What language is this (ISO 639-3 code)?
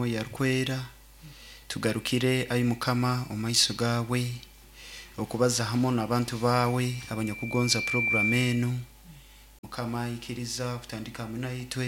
nyo